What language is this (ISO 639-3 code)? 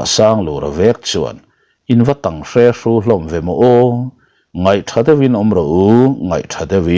lus